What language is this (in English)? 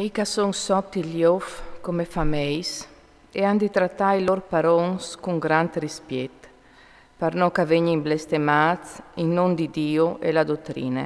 Friulian